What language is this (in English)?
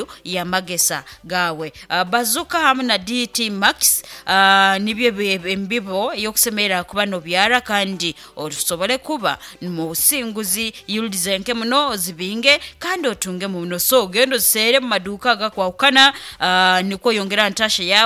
Nyoro